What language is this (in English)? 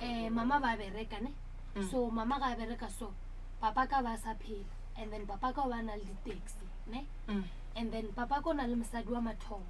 Northern Sotho